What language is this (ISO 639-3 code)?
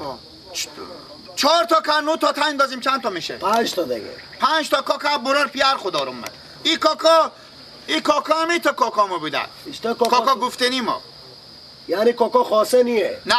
fas